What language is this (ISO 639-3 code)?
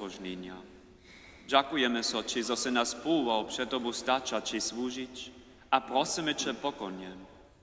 hsb